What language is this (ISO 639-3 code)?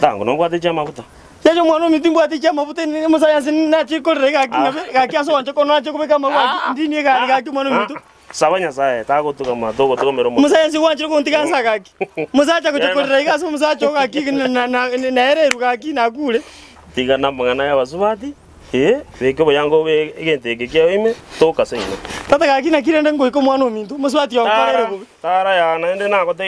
guz